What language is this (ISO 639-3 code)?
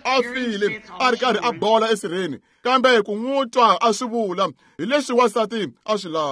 tso